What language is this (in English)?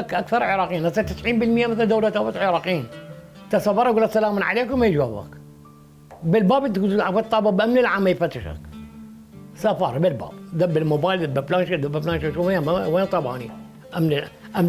Mesopotamian Arabic